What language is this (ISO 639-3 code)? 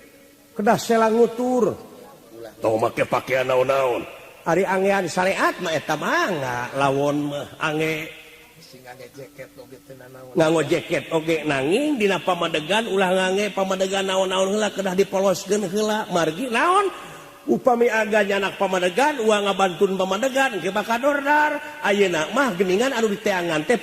sun